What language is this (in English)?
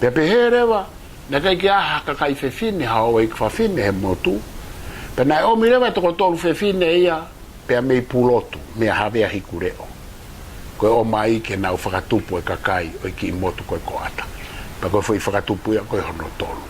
Tongan